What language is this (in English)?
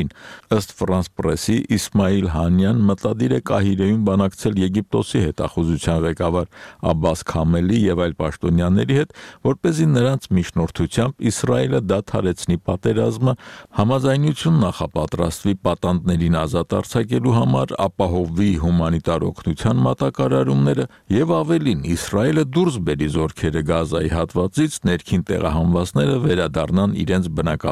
Armenian